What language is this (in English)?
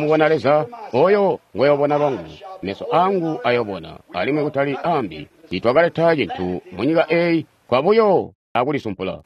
Tonga (Zambia)